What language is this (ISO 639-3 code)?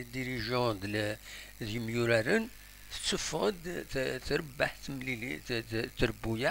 kab